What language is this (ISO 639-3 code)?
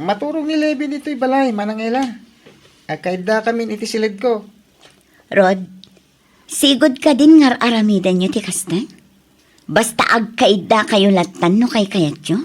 ilo